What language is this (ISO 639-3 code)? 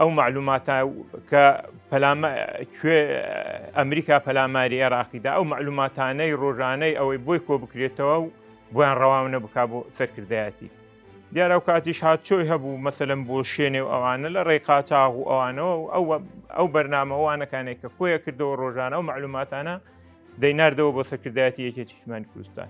ckb